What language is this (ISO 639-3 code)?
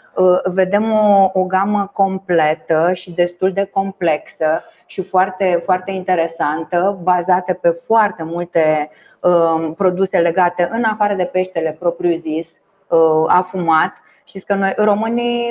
ron